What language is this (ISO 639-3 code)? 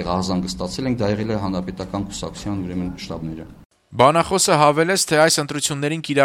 hye